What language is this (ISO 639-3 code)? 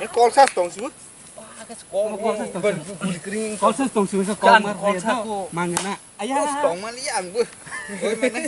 trp